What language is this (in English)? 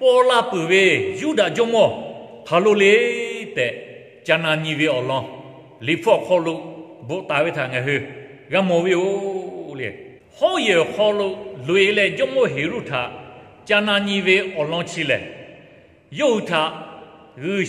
Lahu